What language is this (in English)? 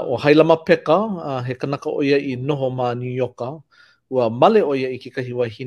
Hawaiian